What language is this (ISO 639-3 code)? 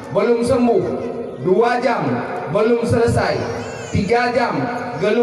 ace